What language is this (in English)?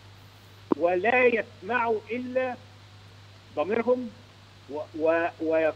Arabic